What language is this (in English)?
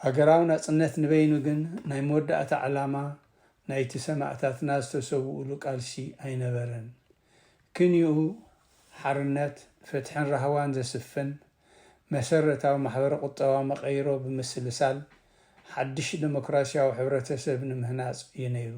Tigrinya